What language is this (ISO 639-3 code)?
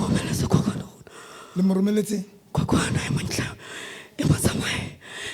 sot